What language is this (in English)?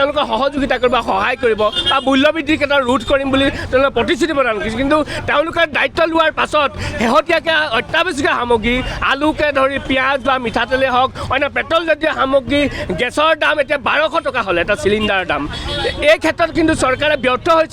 Assamese